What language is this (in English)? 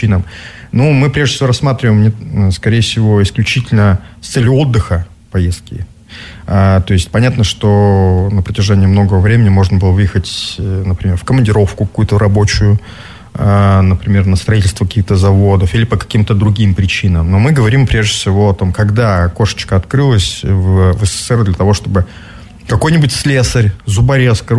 Russian